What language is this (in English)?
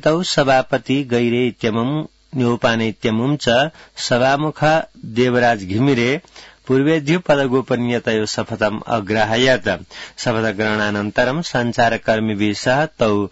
Sanskrit